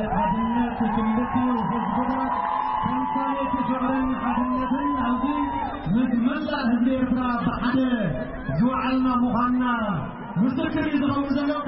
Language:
Tigrinya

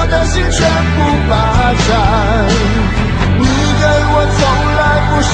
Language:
Chinese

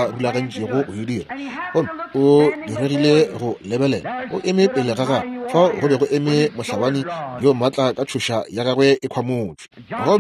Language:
Northern Sotho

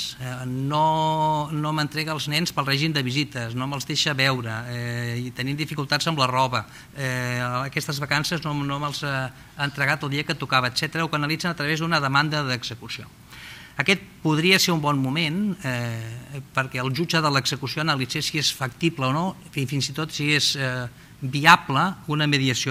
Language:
Catalan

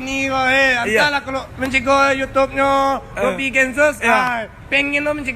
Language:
Minangkabau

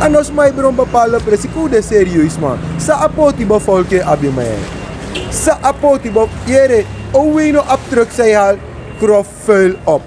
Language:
Sranan Tongo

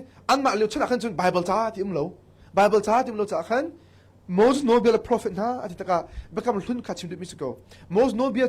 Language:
Hakha Chin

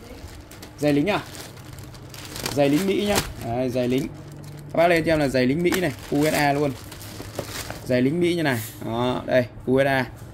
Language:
Vietnamese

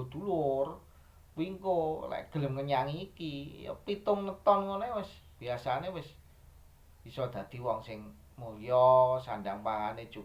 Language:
Javanese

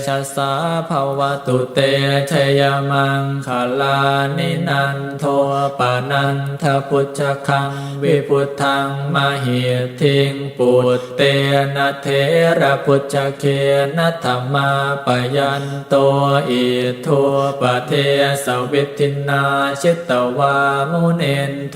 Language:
Pali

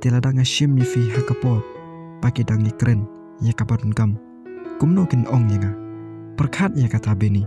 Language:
Khasi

